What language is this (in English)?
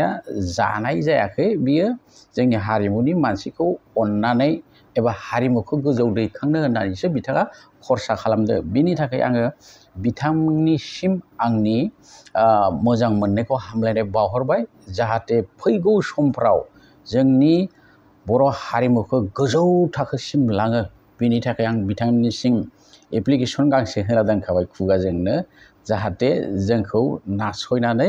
Bodo